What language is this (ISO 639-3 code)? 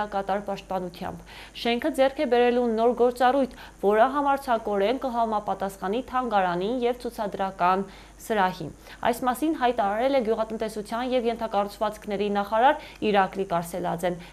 hye